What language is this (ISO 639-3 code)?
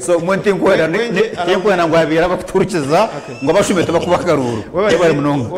nyn